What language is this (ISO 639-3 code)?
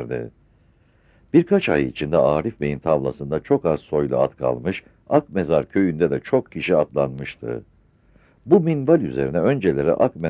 tur